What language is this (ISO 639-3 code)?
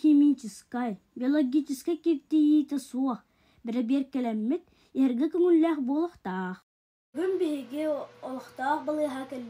sah